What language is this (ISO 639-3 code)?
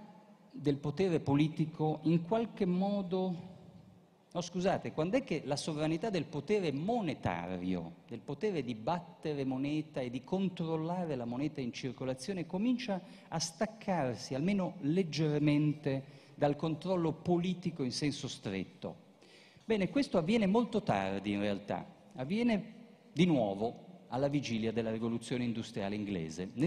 ita